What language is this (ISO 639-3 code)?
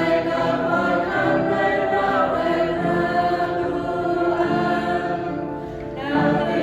cmo